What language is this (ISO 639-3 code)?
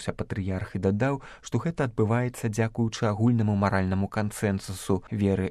bel